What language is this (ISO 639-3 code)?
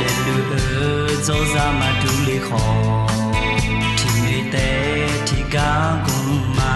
ahk